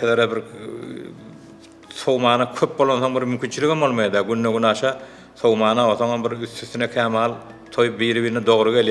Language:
Turkmen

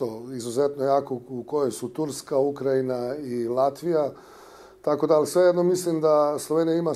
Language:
Bosnian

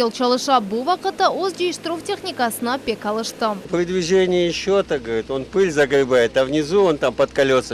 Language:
Crimean Tatar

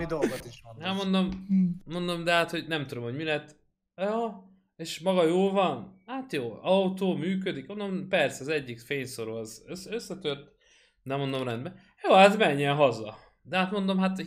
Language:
Hungarian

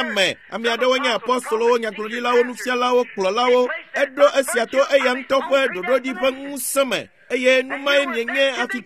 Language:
Ewe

